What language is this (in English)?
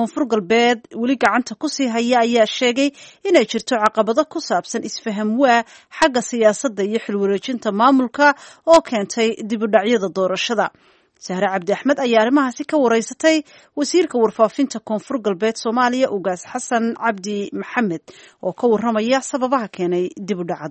Somali